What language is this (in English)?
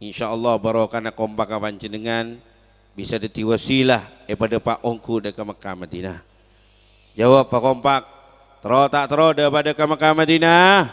Madurese